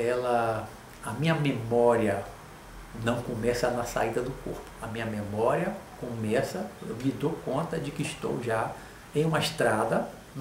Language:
Portuguese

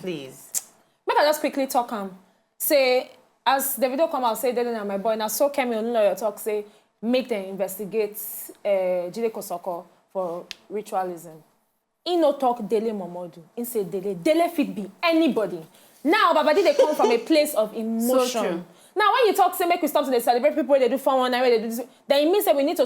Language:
Nigerian Pidgin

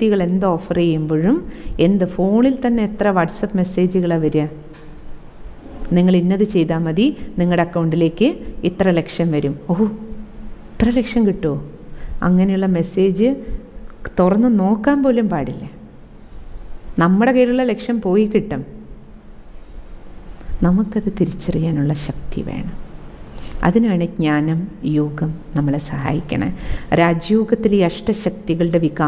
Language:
Malayalam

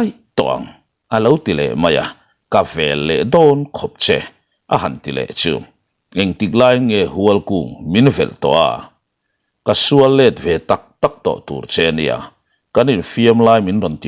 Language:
Mizo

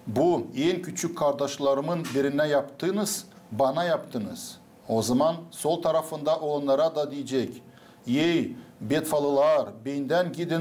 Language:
Gagauz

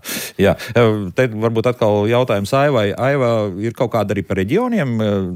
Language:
Latvian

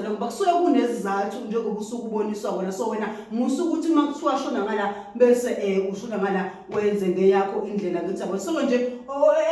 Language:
Zulu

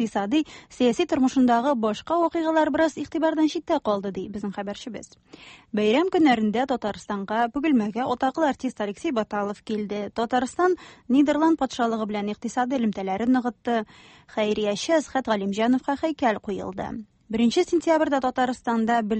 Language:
Tatar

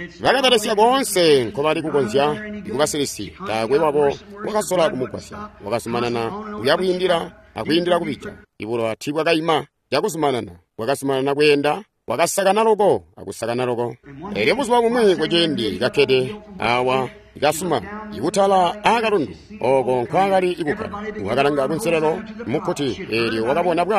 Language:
Tonga (Zambia)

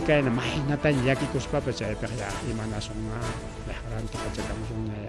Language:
Ayacucho Quechua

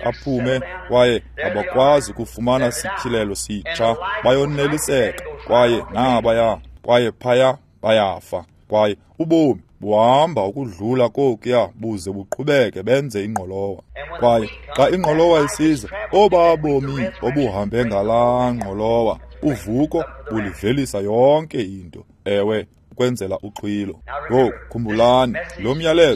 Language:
Xhosa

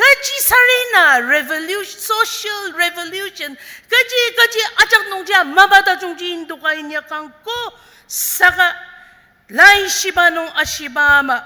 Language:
Ao Naga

